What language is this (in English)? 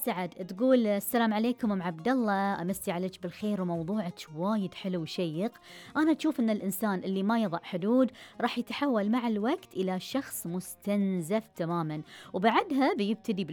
Gulf Arabic